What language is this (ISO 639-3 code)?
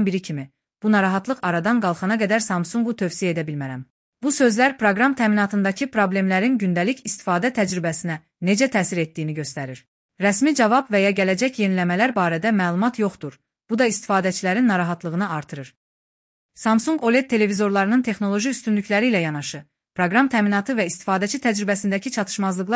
aze